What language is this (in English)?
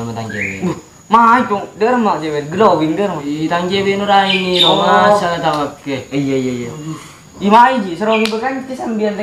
Madurese